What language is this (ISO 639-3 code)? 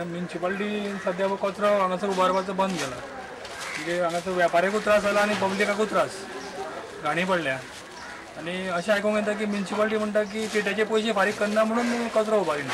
kok